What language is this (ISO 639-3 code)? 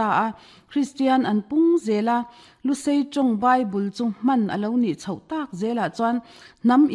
lus